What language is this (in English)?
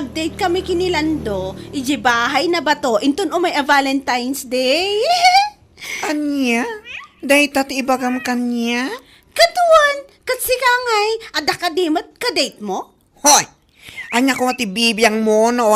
Iloko